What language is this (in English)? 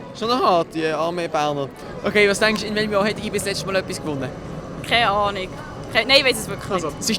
Swiss German